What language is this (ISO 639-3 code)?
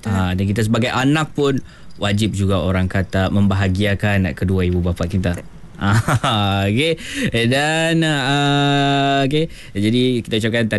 msa